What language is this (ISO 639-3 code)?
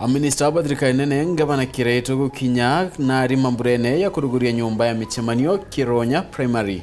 mer